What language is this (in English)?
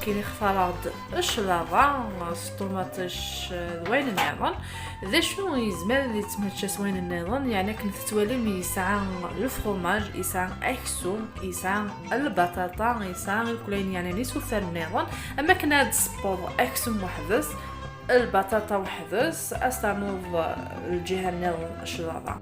Kabyle